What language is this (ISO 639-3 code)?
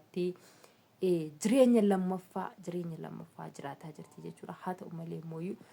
orm